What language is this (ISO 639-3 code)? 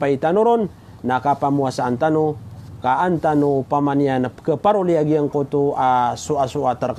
mrw